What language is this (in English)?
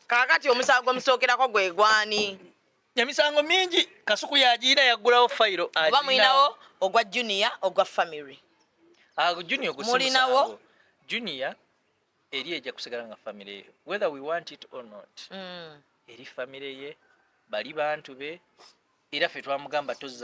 Ganda